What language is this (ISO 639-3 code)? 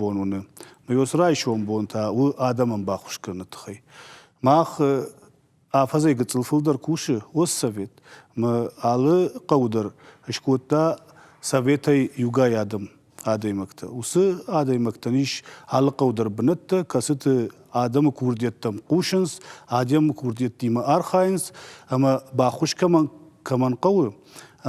oss